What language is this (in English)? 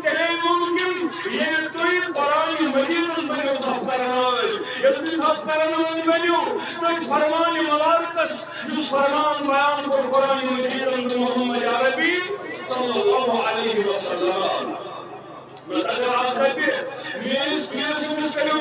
Kashmiri